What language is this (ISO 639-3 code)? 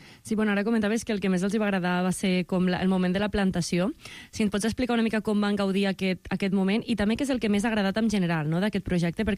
cat